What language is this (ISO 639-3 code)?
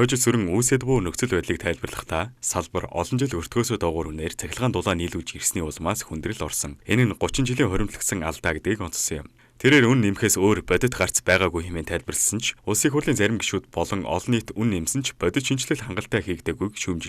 mon